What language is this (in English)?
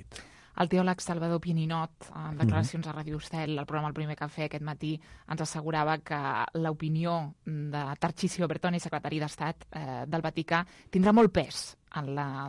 Catalan